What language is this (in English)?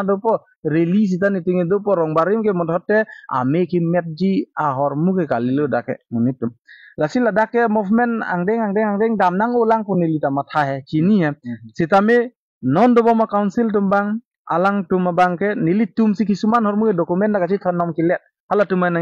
Karbi